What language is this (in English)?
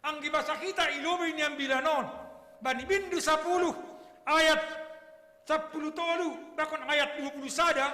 Batak Simalungun